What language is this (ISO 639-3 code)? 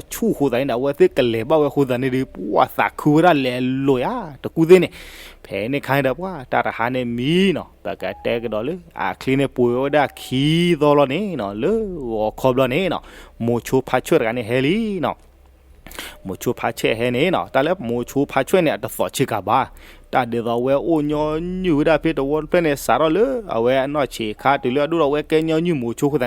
ksw